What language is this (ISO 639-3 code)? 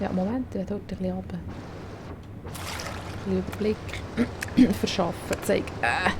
gsw